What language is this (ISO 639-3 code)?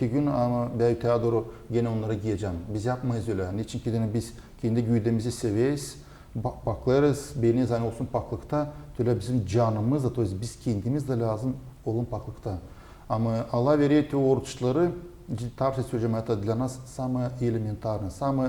gag